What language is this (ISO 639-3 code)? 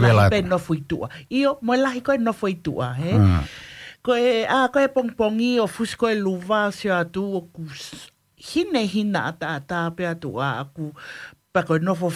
ton